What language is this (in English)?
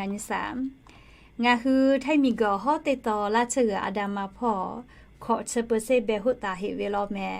Lahu